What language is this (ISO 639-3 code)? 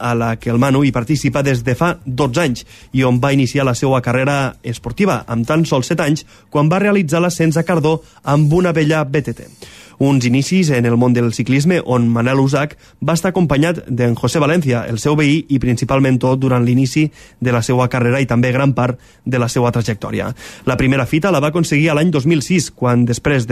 cat